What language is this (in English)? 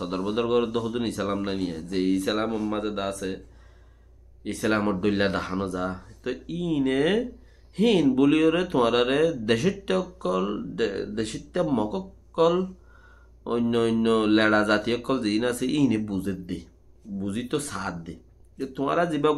Rohingya